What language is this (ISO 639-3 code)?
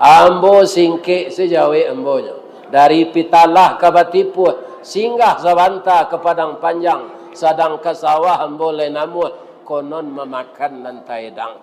min